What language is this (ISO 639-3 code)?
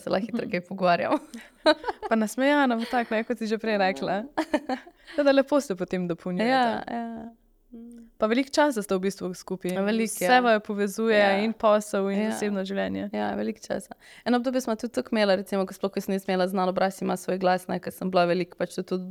slv